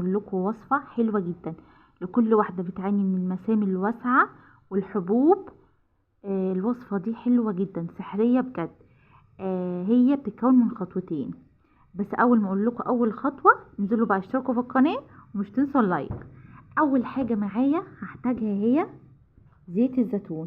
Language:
Egyptian Arabic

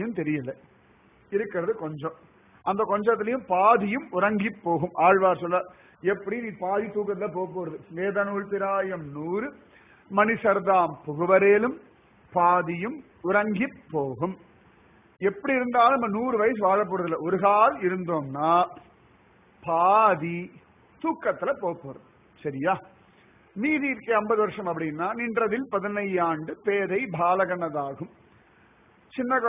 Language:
Tamil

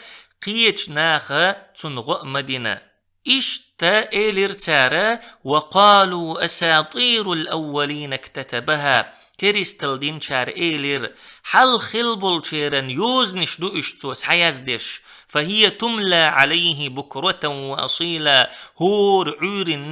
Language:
Chechen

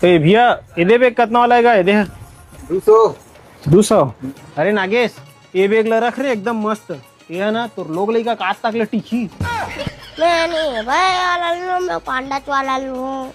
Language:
Chhattisgarhi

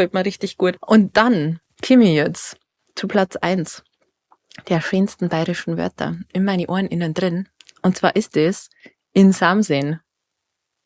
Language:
Bavarian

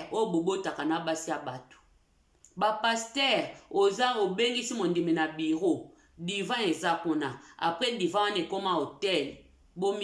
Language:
Lingala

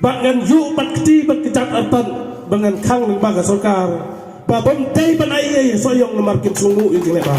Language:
Khasi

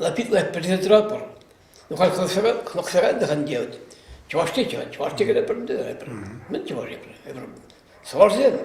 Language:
Chuvash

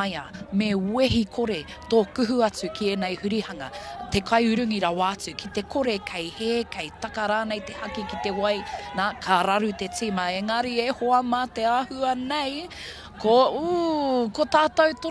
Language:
Māori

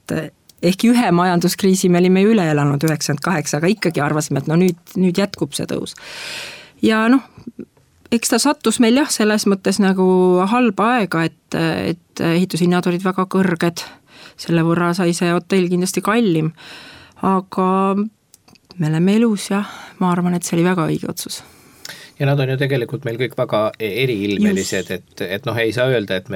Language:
Estonian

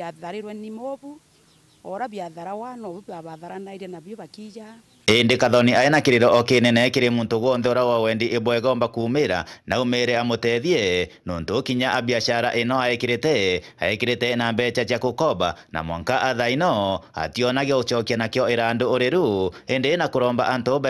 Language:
Meru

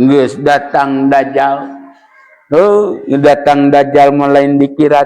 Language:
Sundanese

